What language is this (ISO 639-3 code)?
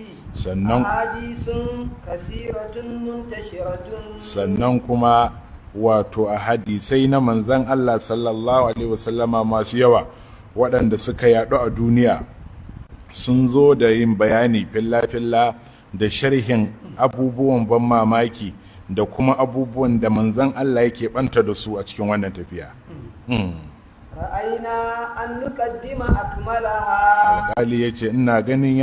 hau